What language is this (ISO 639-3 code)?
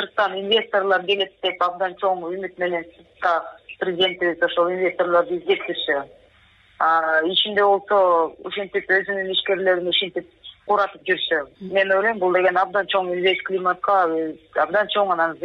kir